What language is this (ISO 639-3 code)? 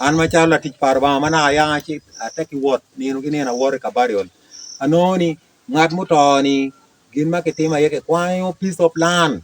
ach